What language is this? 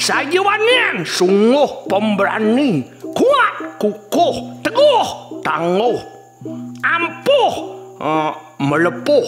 Balinese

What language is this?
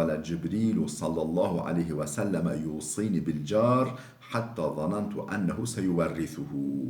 Kurdish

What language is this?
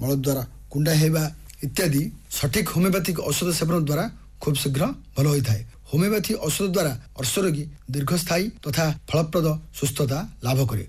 Odia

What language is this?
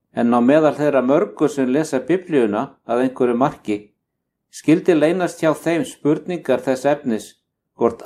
Icelandic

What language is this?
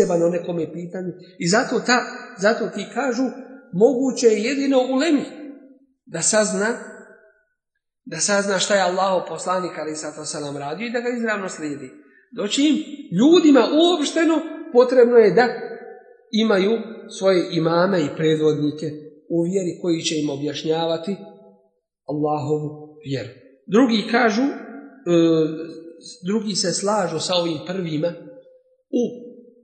Bosnian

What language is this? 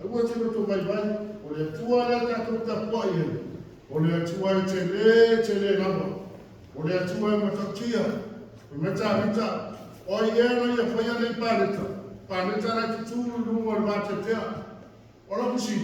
Samoan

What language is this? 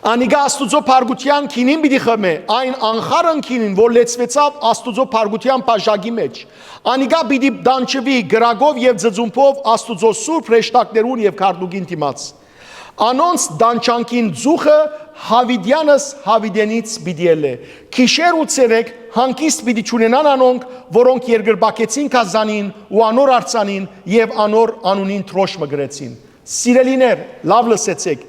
Western Armenian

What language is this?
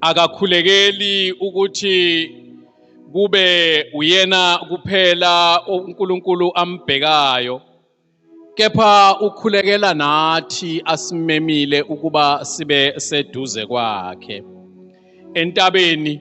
Zulu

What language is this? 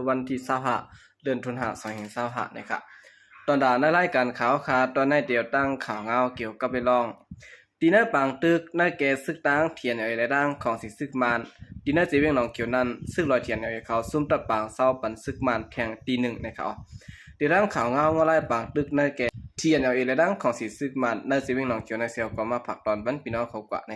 Shan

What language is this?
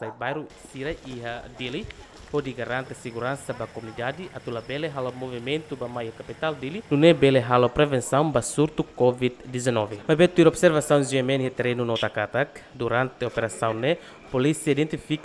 Tetum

